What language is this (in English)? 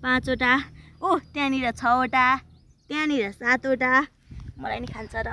Nepali